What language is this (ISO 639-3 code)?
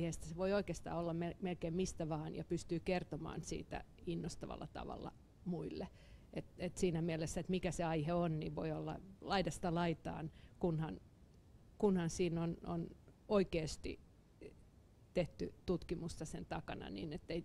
fin